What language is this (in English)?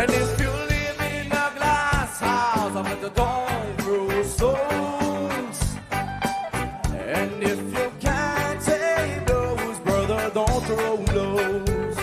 Seselwa Creole French